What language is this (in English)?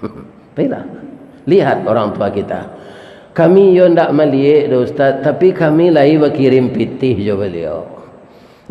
Minangkabau